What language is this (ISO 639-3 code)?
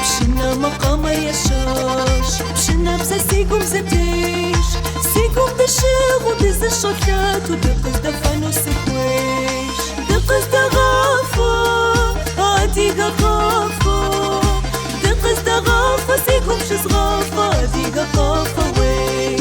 apc